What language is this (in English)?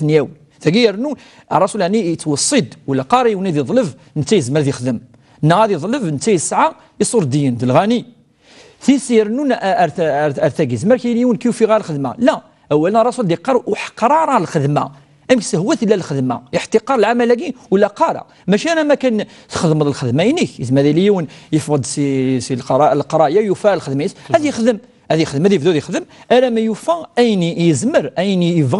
Kabyle